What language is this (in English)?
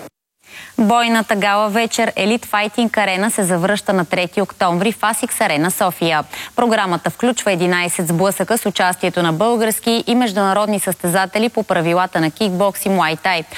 Bulgarian